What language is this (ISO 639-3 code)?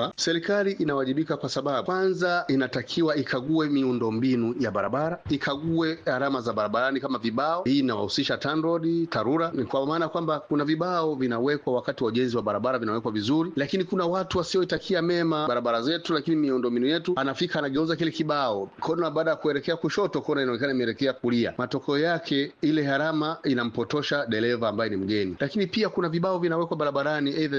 swa